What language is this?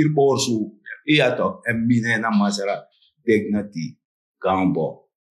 Sranan Tongo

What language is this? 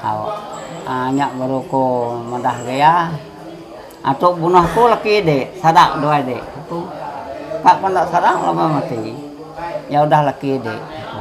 Iban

